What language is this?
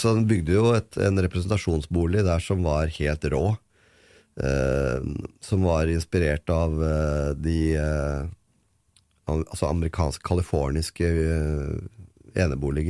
Norwegian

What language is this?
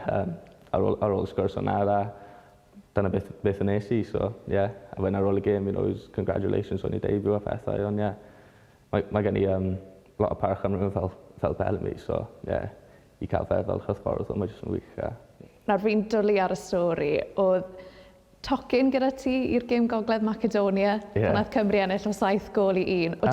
Welsh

